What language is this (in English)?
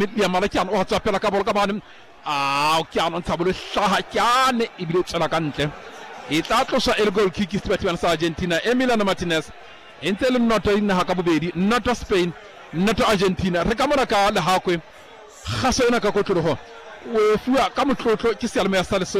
Southern Sotho